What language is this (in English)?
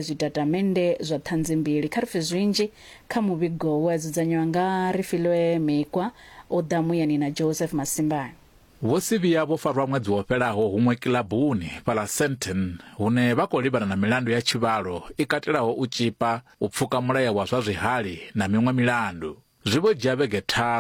Venda